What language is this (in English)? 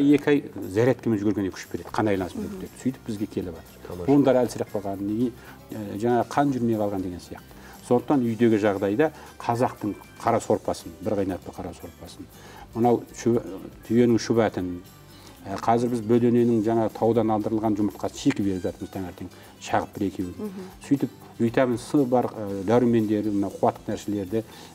Kazakh